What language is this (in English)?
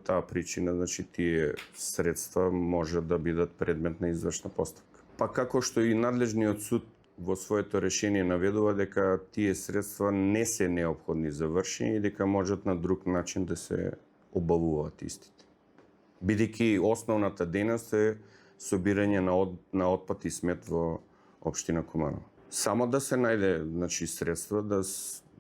Macedonian